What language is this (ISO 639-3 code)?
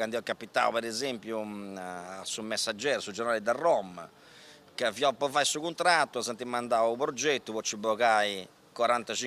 srd